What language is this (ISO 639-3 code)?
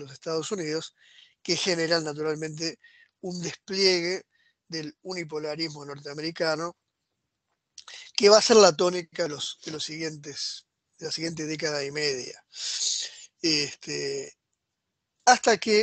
spa